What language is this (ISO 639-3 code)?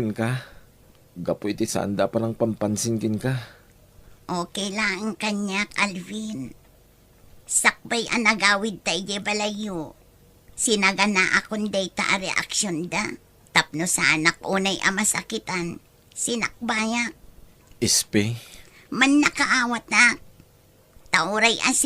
ilo